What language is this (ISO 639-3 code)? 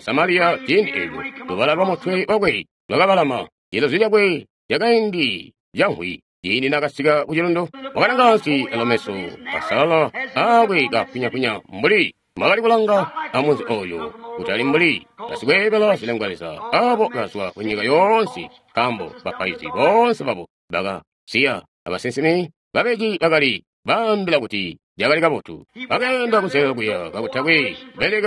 toi